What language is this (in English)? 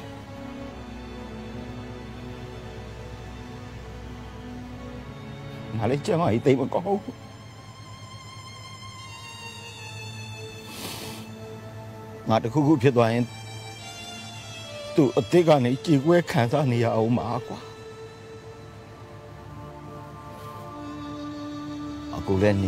Burmese